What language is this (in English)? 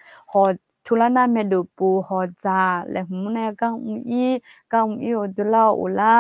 Akha